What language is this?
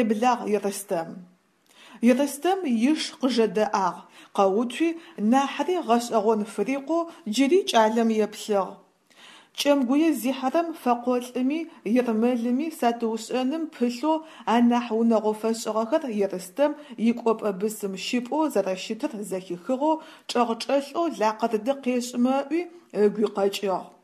Adyghe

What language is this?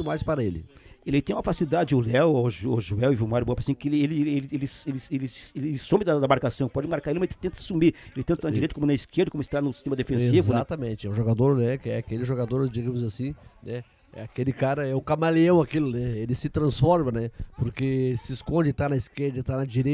Portuguese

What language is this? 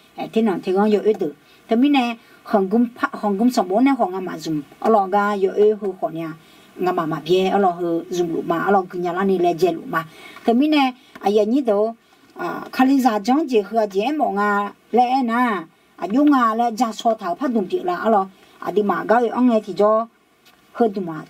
Akha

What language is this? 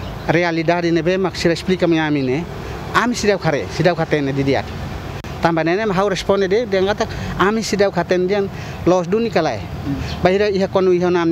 Tetum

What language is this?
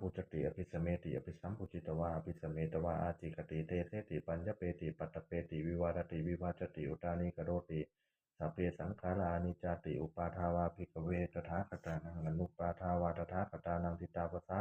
Pali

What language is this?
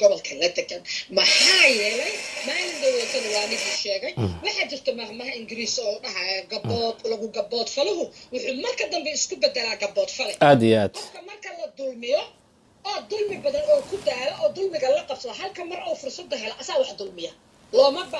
Somali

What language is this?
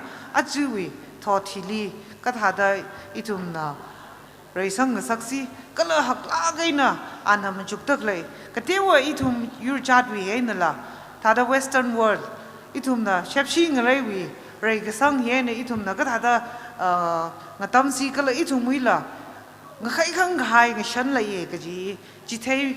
Tangkhul Naga (India)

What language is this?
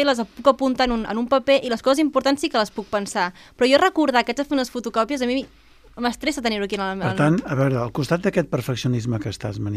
Catalan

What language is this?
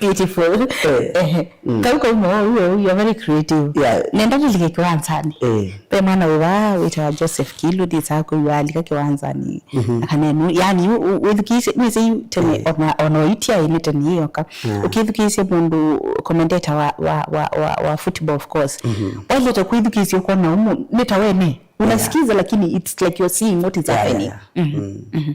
Kamba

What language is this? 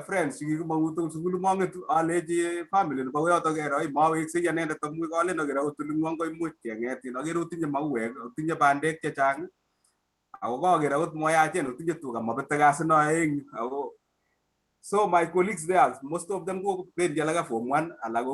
Kalenjin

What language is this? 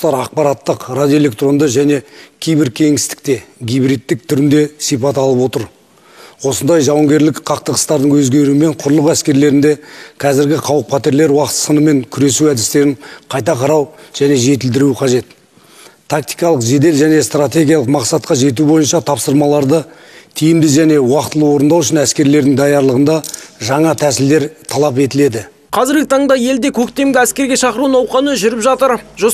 Kazakh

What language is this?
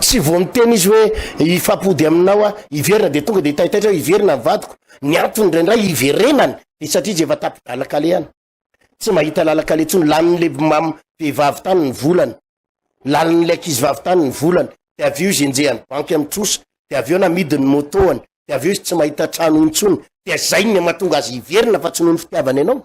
Malagasy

